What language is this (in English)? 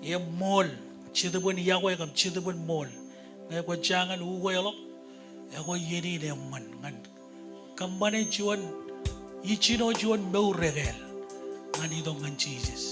Marshallese